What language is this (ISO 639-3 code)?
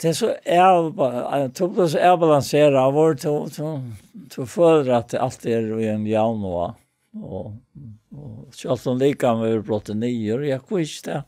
fao